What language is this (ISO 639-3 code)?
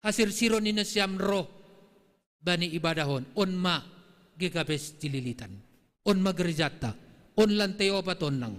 bts